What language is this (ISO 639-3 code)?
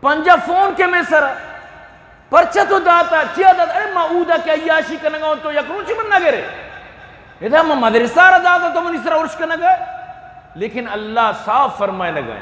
bgp